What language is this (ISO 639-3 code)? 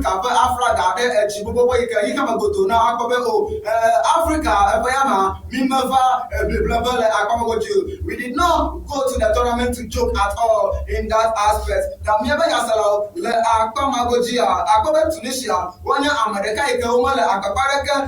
ewe